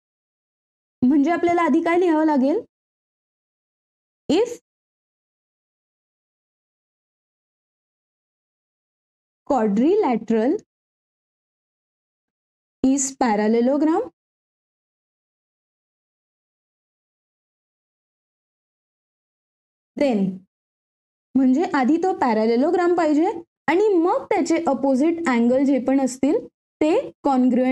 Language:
Marathi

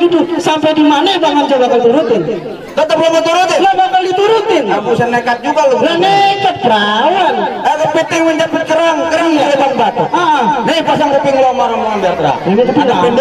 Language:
Betawi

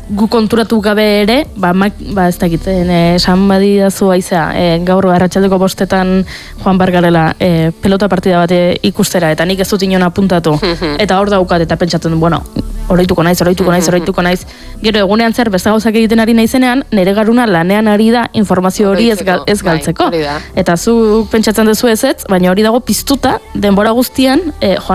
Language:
Basque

